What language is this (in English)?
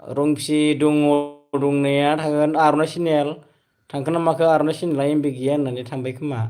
Bodo